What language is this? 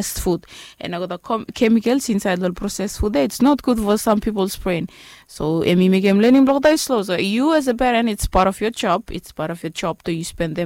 Bislama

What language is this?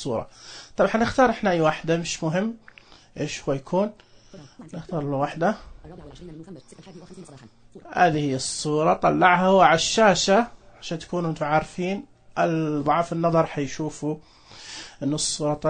Najdi Arabic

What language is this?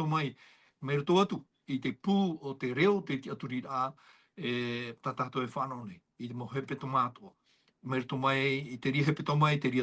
Tahitian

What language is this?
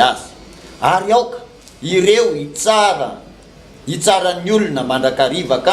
Malagasy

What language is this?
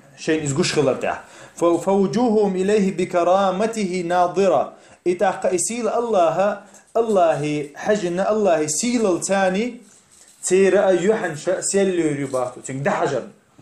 Chechen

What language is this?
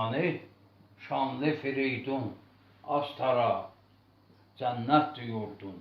South Azerbaijani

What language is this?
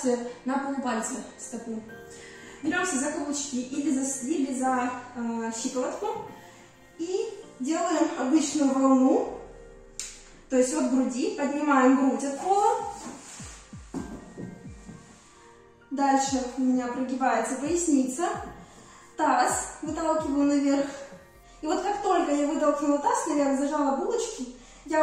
Russian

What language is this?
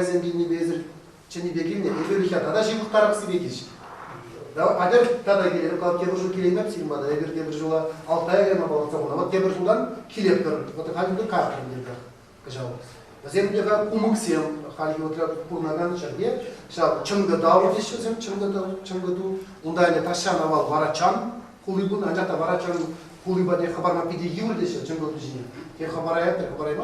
Chuvash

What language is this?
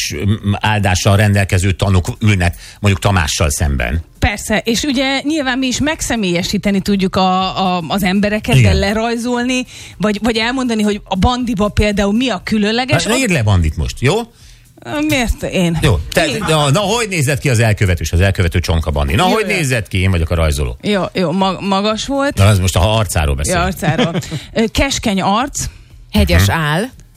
Hungarian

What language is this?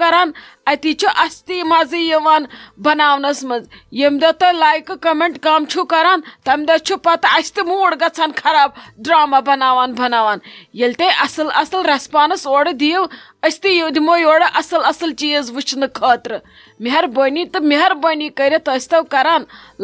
Kashmiri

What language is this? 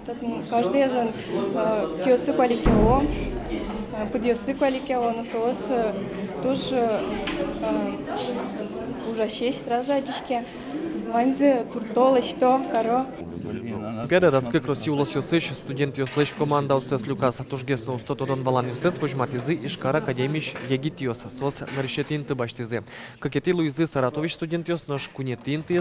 Udmurt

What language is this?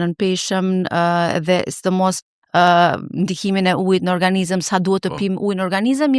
Albanian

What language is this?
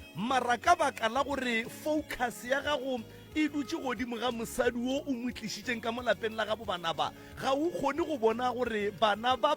Northern Sotho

